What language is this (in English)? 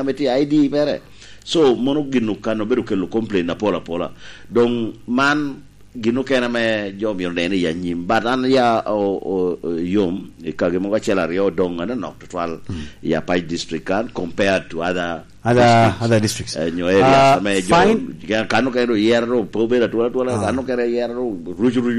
Lango (Uganda)